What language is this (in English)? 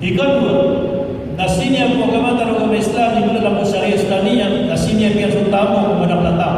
Maranao